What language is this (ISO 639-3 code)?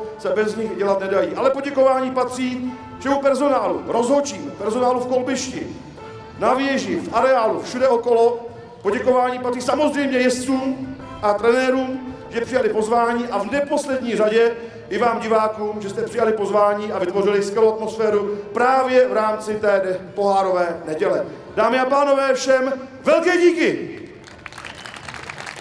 ces